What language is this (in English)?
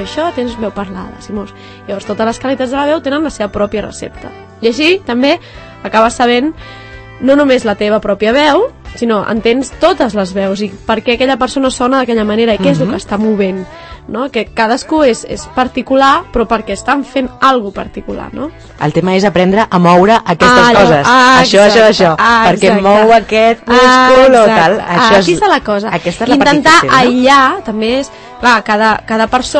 Catalan